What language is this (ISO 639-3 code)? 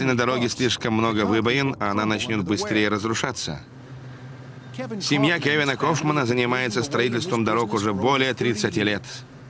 rus